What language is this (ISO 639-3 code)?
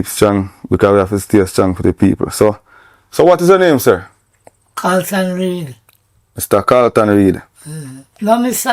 jam